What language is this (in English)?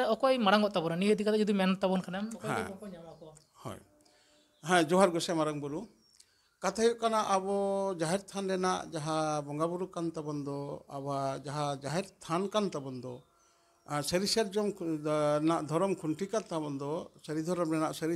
Santali